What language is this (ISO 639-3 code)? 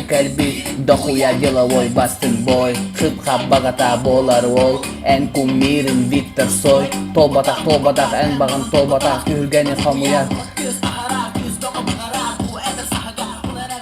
sah